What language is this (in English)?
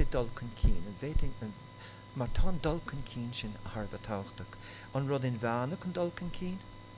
Irish